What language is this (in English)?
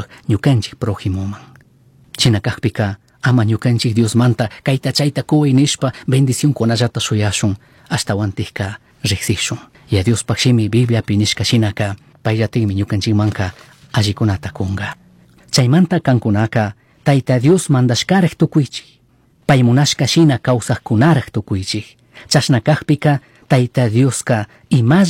Chimborazo Highland Quichua